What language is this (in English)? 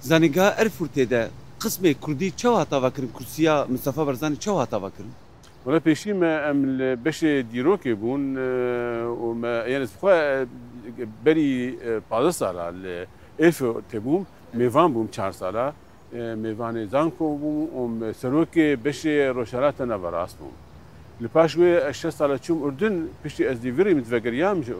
Kurdish